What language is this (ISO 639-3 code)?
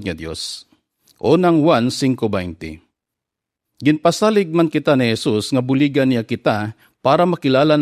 hil